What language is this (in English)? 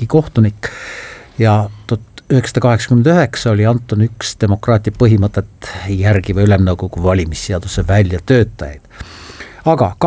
Estonian